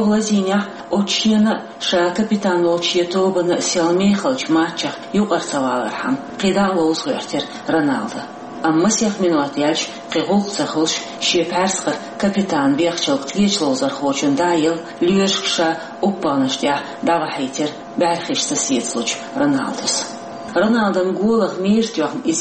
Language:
Chechen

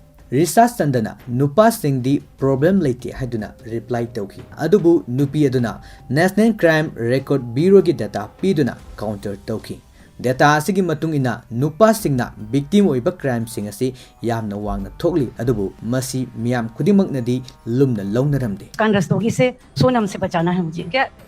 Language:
Manipuri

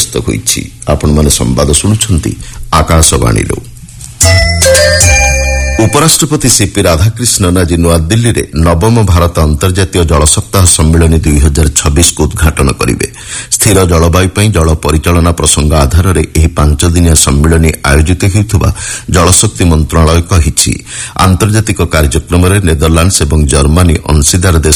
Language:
Odia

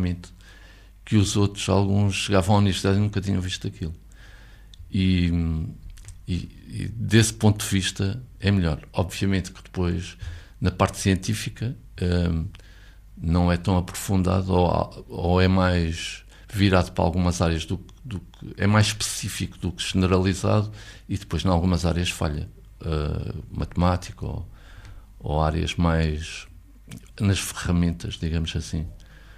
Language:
Portuguese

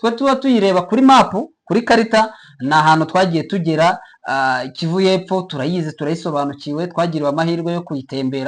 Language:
Kinyarwanda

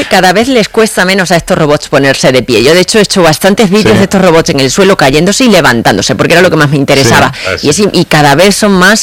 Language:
Spanish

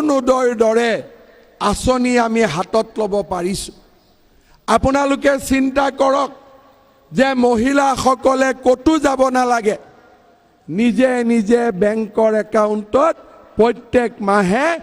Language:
Assamese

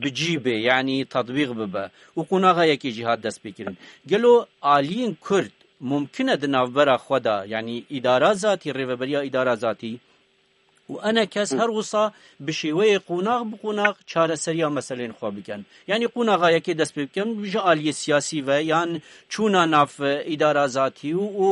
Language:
Kurdish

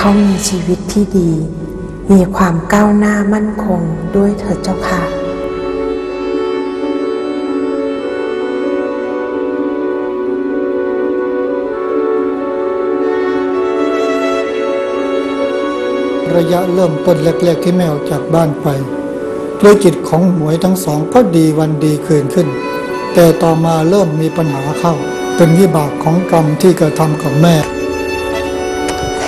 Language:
Thai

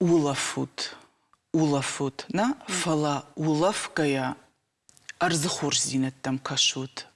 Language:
Ossetic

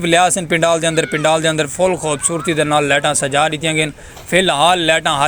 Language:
Saraiki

